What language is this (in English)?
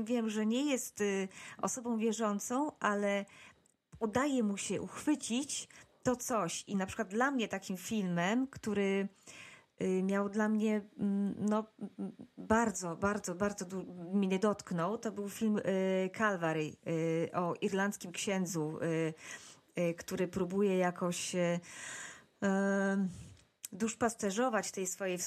Polish